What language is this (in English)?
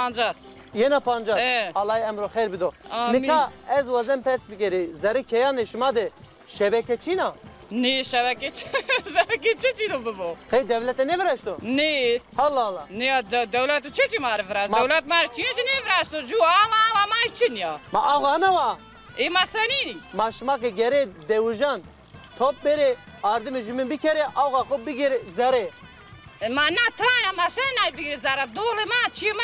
Zaza